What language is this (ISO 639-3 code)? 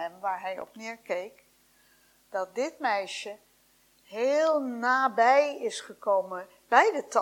nld